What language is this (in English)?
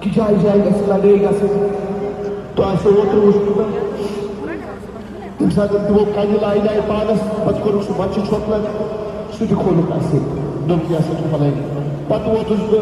Kashmiri